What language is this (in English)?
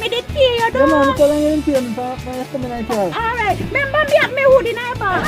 Jamaican Creole English